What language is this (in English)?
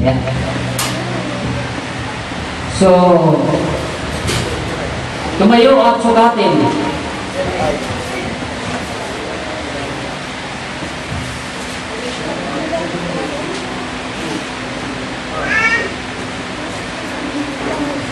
Filipino